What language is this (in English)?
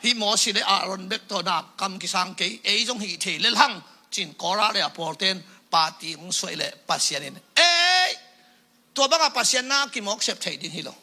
Tedim Chin